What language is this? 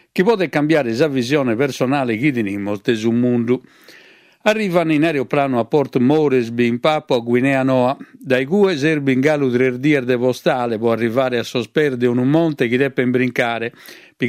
Sardinian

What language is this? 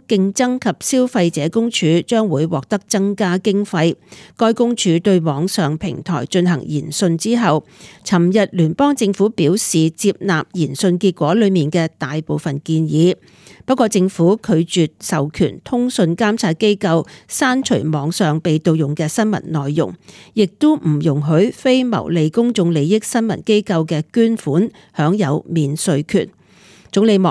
Cantonese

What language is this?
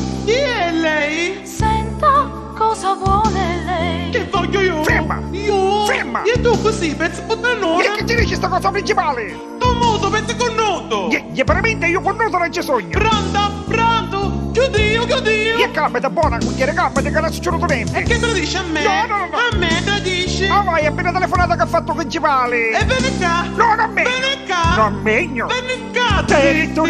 Neapolitan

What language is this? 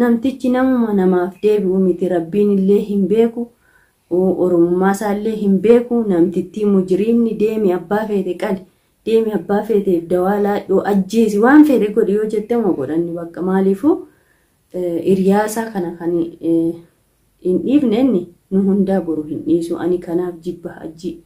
Oromo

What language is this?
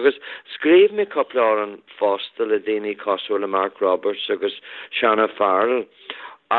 Irish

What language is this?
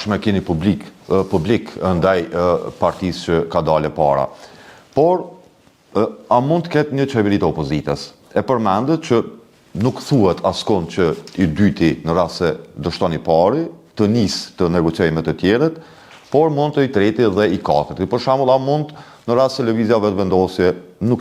Albanian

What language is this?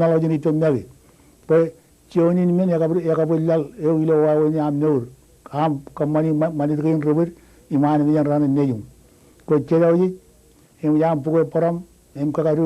Marshallese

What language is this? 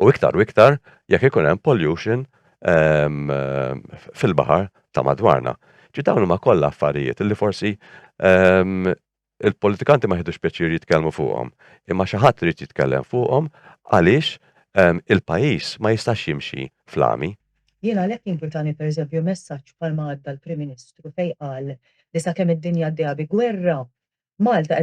Maltese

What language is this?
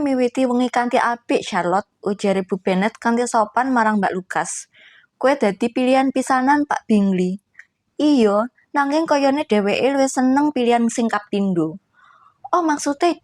Javanese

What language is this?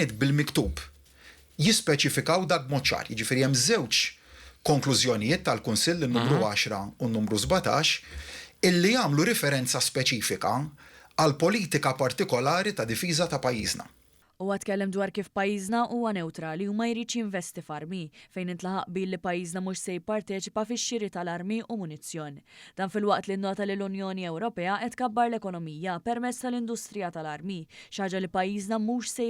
Maltese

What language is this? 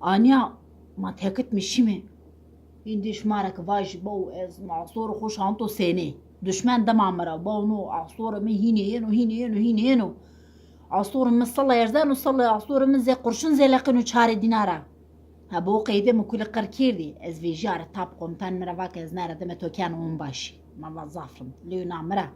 Zaza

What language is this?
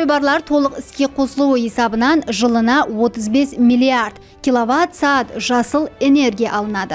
Kara-Kalpak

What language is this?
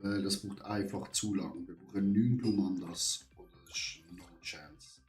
Swiss German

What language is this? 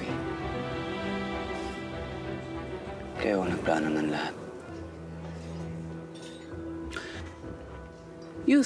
Filipino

